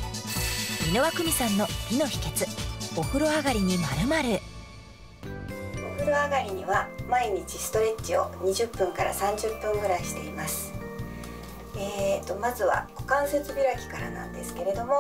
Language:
Japanese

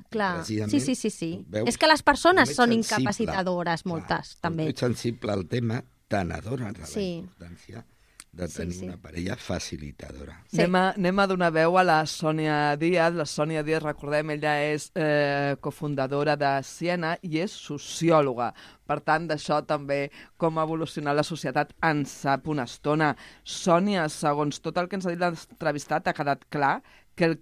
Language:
Catalan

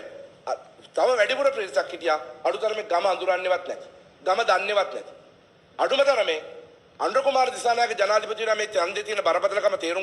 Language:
Sinhala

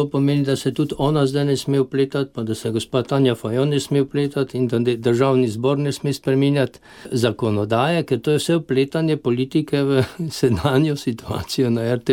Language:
Slovenian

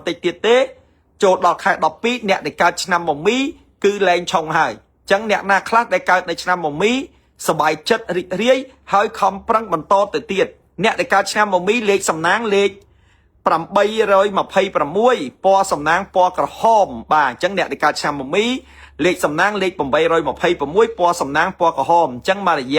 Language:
Khmer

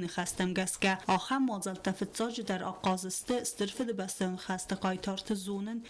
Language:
Ossetic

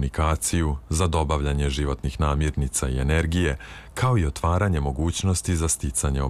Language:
Serbian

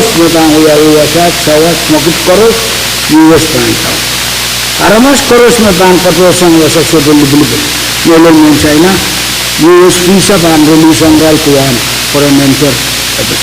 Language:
Pohnpeian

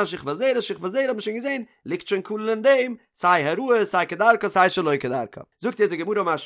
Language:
Yiddish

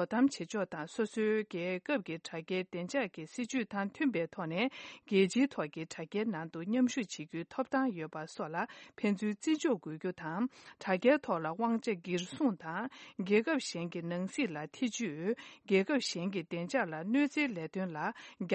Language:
Tibetan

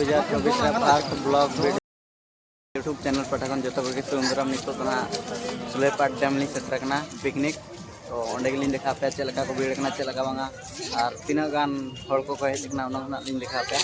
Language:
Santali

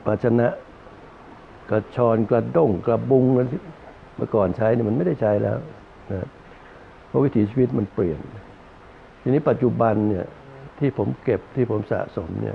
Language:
Thai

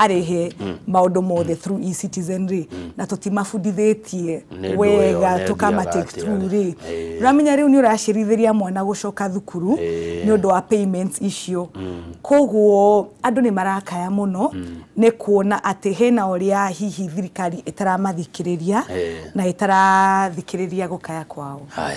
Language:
Kikuyu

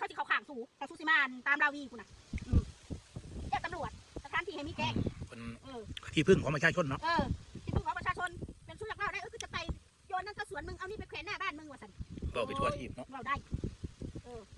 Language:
Northeastern Thai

